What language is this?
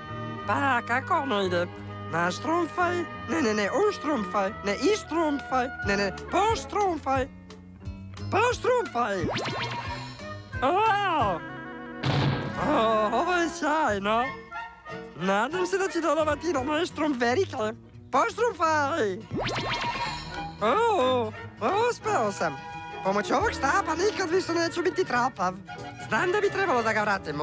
Serbian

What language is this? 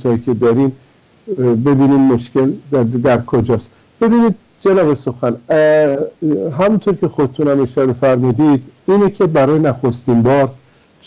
Persian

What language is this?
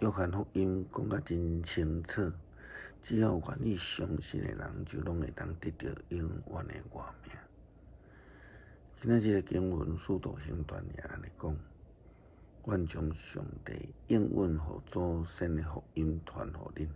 Min Nan Chinese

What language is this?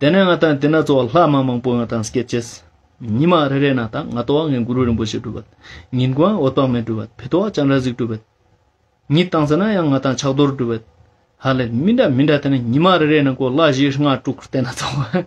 Ladakhi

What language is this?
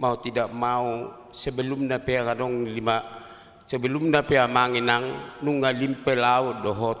Batak Toba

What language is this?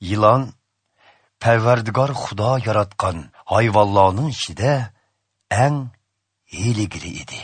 Uyghur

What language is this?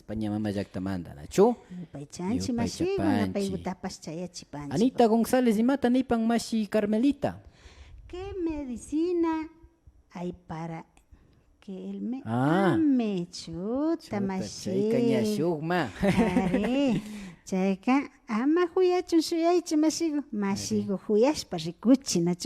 Imbabura Highland Quichua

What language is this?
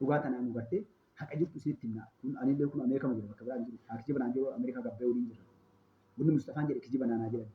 Oromo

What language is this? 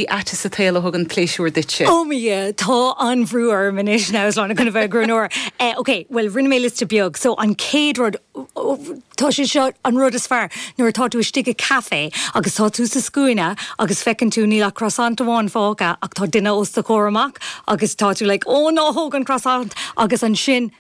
Irish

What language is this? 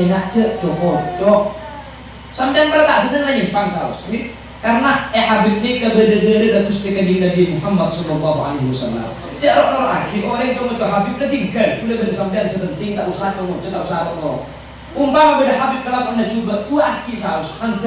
Madurese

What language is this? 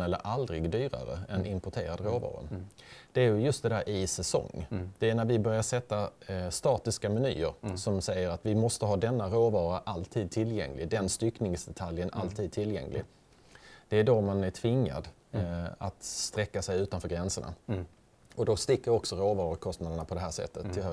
Swedish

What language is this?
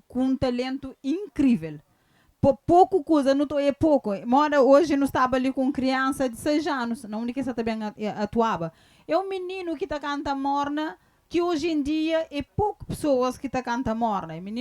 Kabuverdianu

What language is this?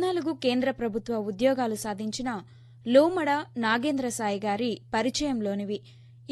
Telugu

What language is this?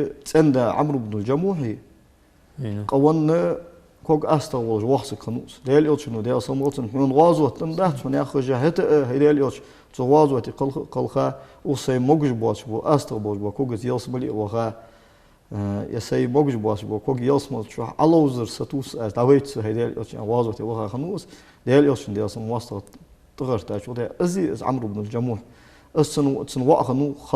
Ingush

